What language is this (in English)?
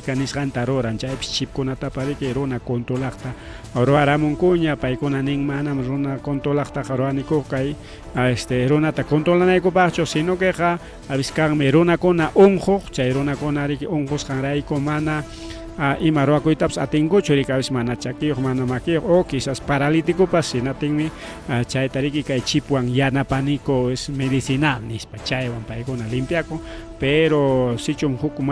Ayacucho Quechua